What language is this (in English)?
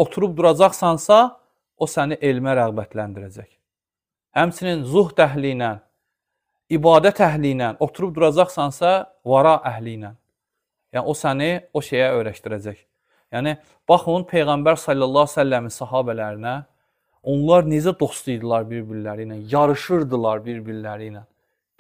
Azerbaijani